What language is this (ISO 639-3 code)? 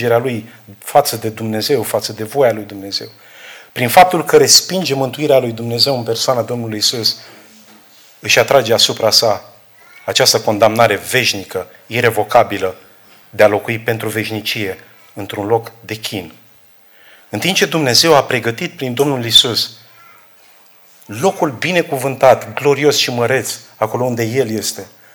ron